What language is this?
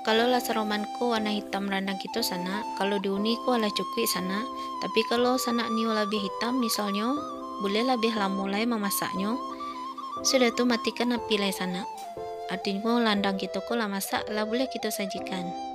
Minangkabau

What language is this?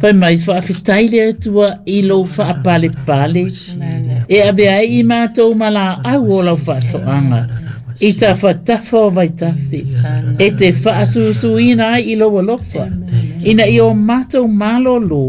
Samoan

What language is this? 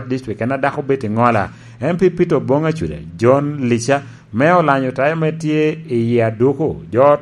Lango (Uganda)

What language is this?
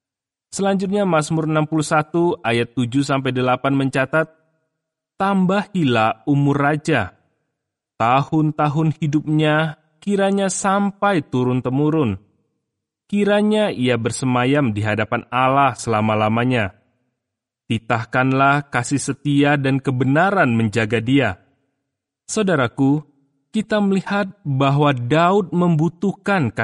Indonesian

